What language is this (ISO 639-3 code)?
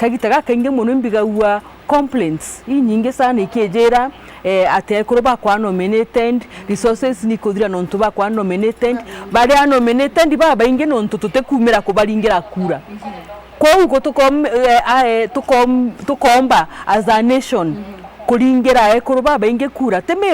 mer